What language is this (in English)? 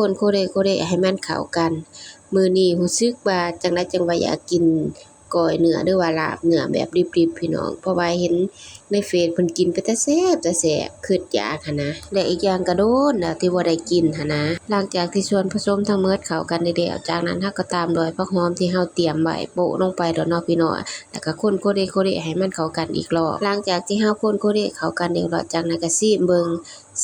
Lao